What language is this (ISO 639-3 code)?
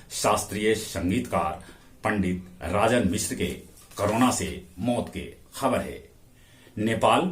mag